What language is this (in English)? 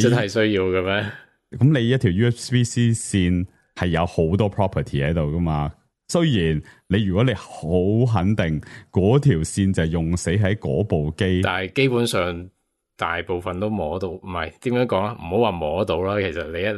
Cantonese